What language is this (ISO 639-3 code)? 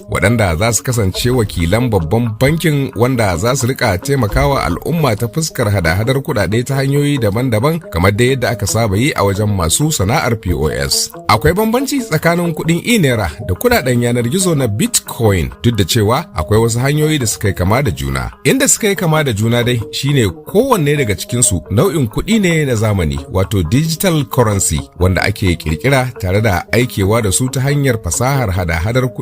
hau